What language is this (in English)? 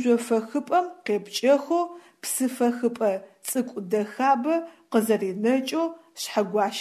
Adyghe